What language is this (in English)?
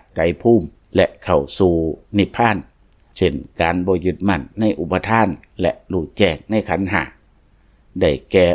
Lao